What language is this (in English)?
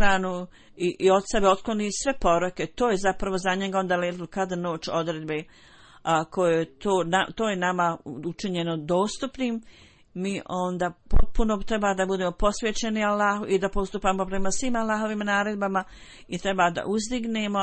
Bosnian